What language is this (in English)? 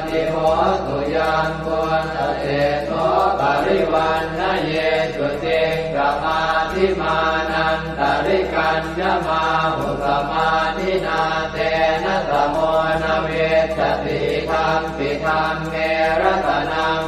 Pali